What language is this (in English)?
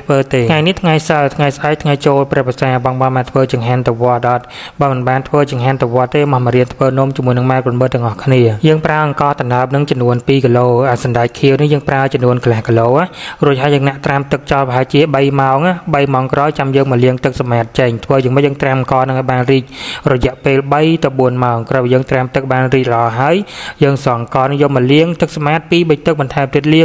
Khmer